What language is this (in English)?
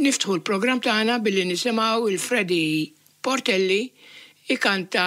Maltese